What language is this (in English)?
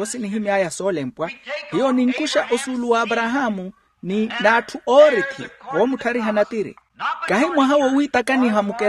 Makhuwa